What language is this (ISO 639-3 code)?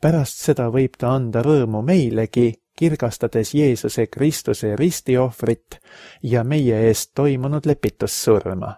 est